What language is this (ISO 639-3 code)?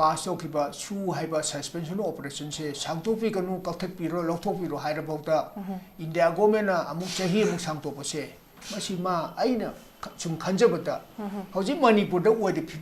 mni